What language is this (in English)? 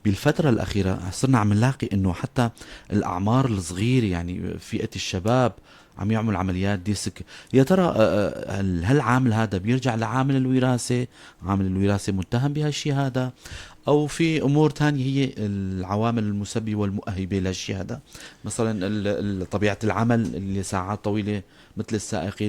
North Levantine Arabic